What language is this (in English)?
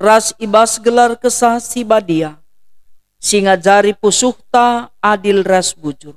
Batak Karo